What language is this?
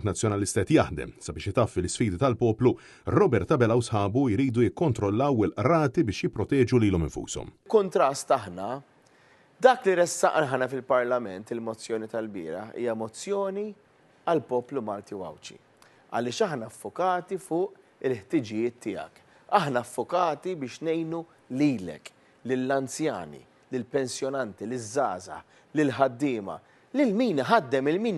Maltese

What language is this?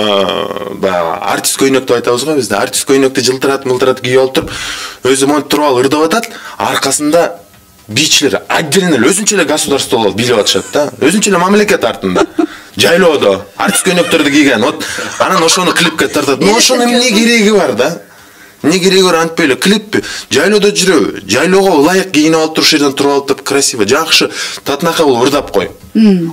Kyrgyz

